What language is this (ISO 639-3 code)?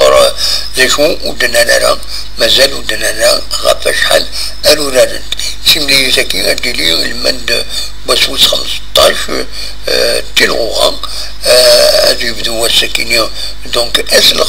kab